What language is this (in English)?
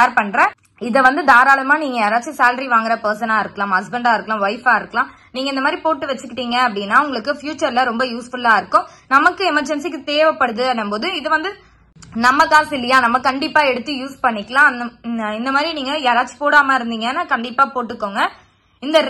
Tamil